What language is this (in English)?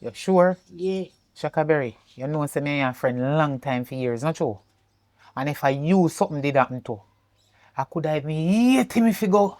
Jamaican Creole English